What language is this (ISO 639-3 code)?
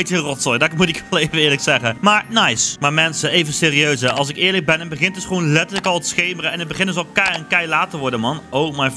nld